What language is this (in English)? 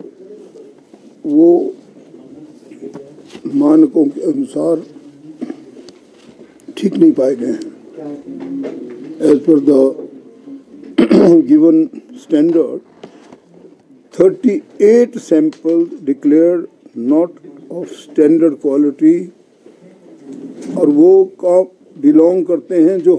Hindi